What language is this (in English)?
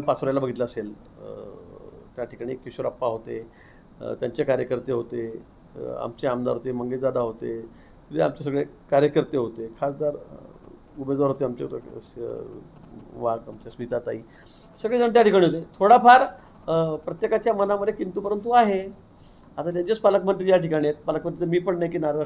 Marathi